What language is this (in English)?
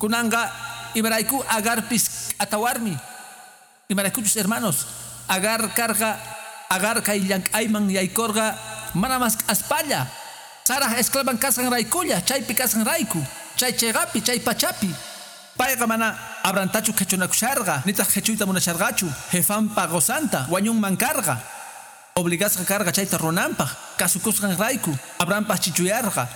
Quechua